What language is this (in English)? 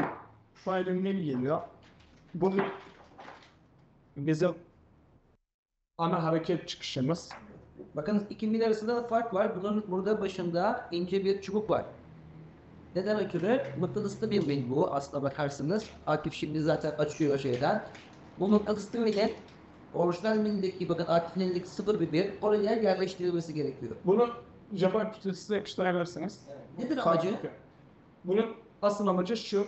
Turkish